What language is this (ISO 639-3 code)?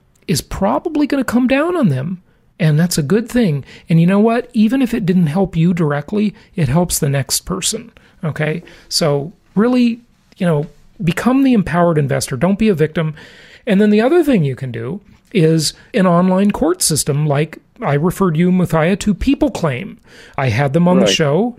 eng